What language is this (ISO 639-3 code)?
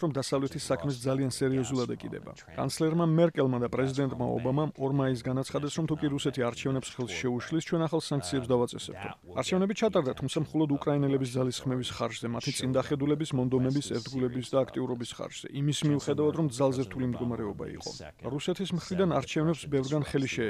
kat